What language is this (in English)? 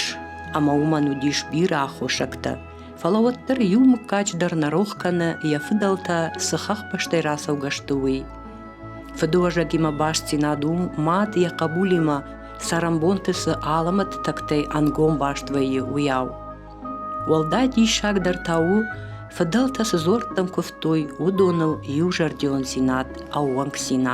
Ossetic